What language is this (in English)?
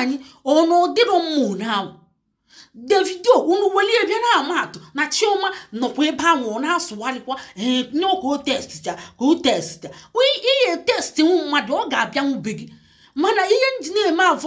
Igbo